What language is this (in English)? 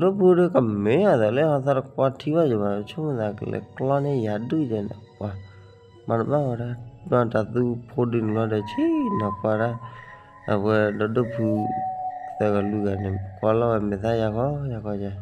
S'gaw Karen